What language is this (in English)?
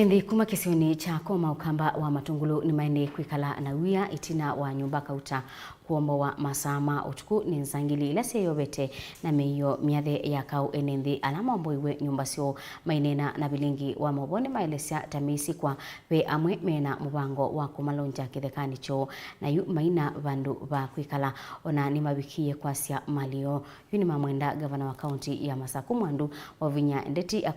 Kamba